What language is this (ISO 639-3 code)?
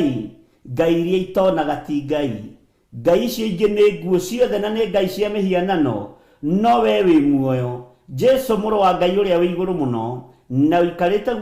kik